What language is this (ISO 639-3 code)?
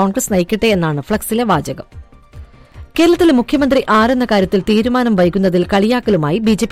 mal